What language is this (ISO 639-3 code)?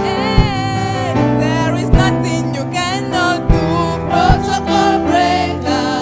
ewe